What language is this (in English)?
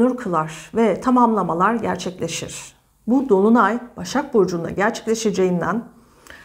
Turkish